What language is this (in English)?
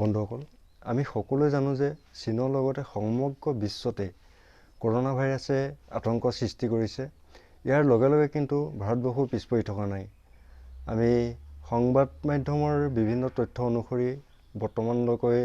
Assamese